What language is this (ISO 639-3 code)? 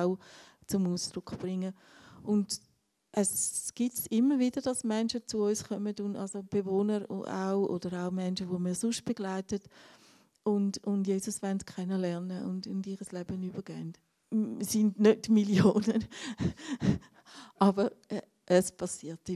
gsw